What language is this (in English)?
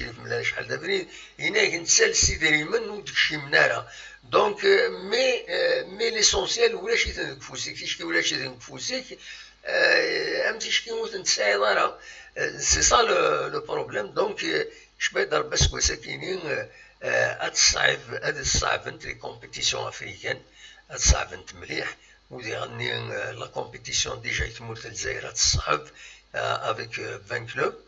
Kabyle